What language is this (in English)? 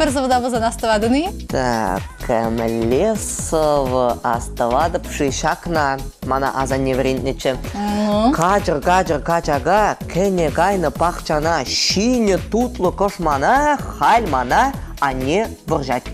Chuvash